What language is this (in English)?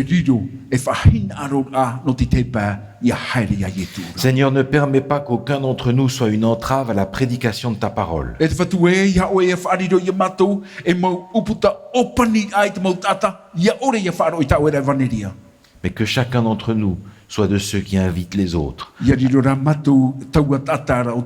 Tahitian